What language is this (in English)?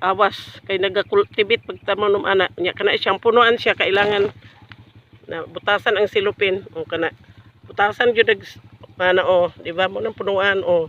Cebuano